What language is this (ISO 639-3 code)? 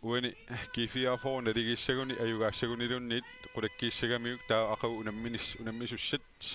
kal